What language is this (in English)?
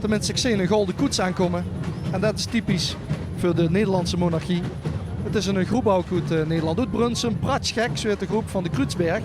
Limburgish